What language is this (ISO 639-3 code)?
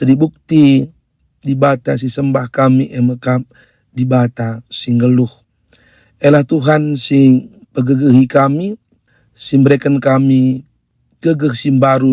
btx